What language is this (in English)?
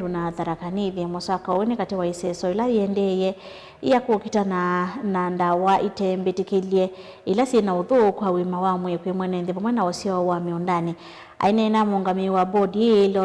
Kamba